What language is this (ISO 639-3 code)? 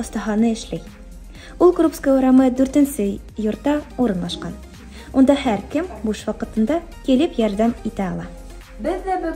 bak